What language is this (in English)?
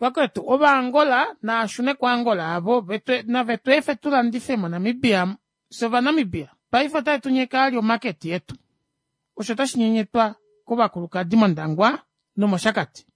Kuanyama